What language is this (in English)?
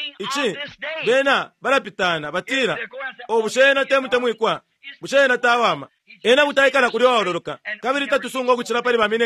Bemba